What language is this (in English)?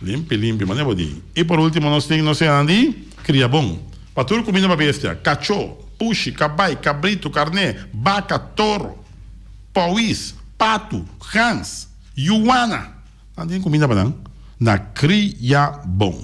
Papiamento